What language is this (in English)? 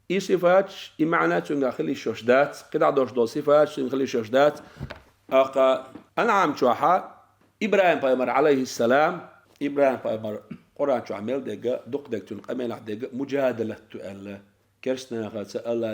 Chechen